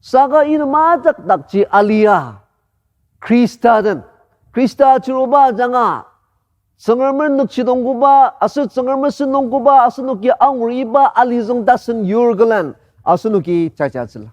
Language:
Ao Naga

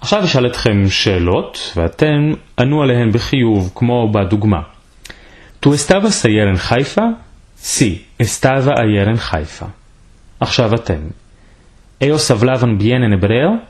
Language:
Ladino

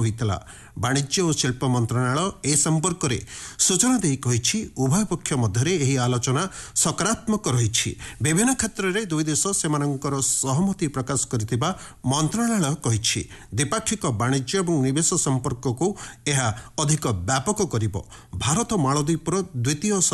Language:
Odia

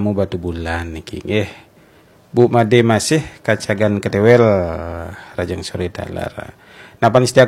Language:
Balinese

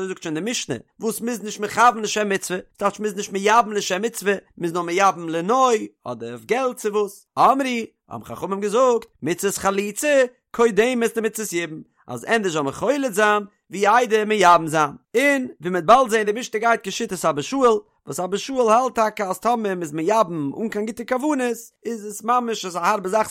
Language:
Yiddish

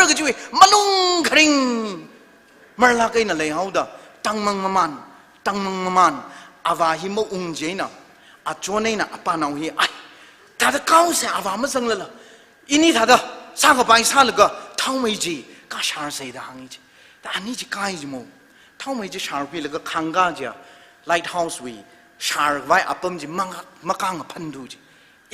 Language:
Tangkhul Naga (India)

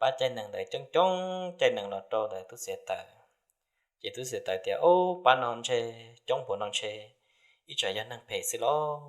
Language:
Hmong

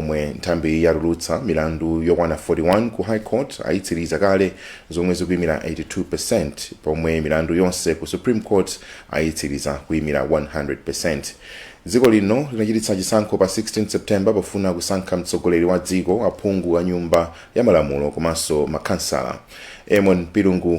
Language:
Nyanja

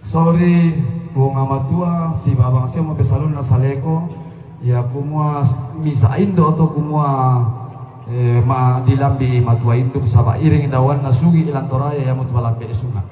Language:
Toraja-Sa'dan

